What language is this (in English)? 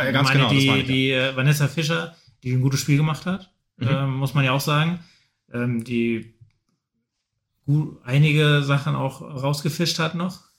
German